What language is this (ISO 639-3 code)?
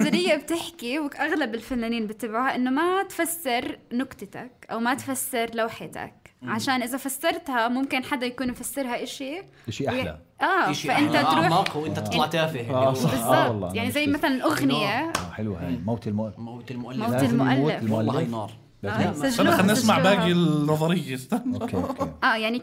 apc